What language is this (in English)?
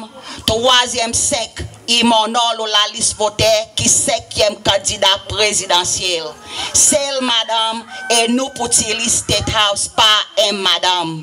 Seselwa Creole French